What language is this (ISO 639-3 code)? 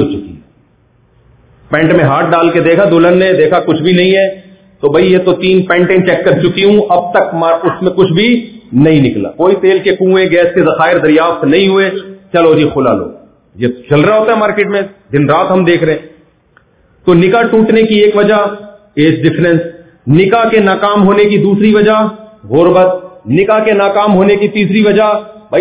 urd